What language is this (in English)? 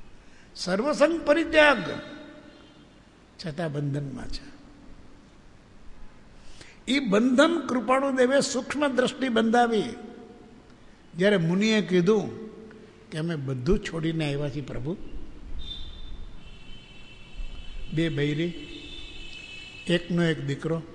Gujarati